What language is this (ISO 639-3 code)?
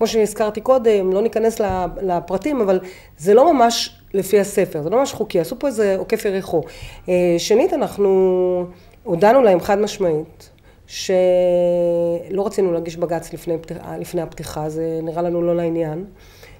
heb